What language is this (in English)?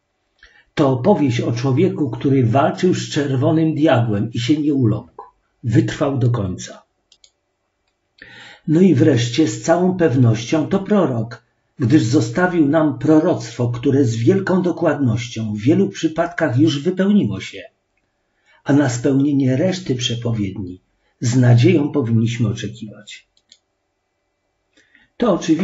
Polish